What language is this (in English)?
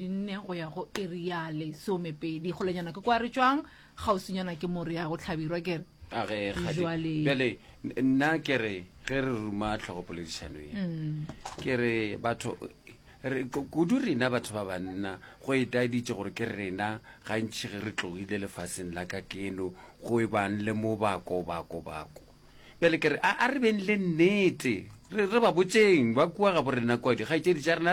Northern Sotho